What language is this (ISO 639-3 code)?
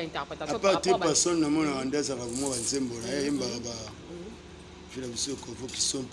lin